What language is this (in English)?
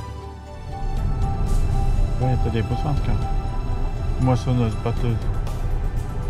Swedish